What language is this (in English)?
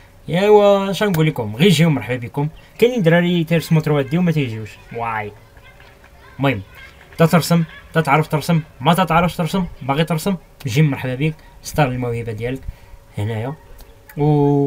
Moroccan Arabic